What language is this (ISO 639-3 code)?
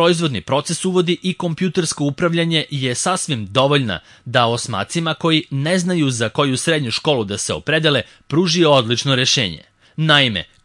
srp